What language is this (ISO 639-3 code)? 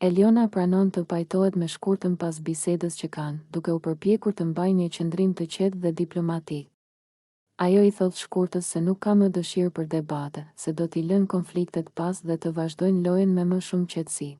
sqi